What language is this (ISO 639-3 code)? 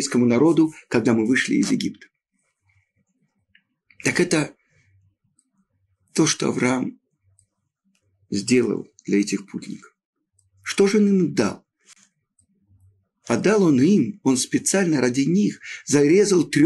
rus